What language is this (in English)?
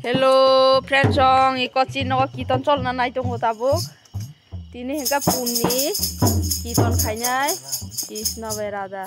Kok Borok